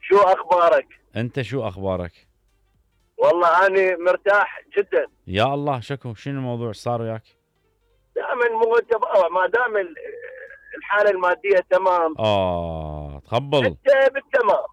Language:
Mesopotamian Arabic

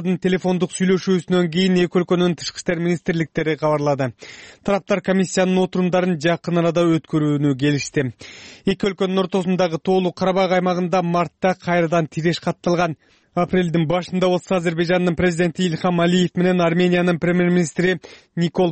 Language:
Kyrgyz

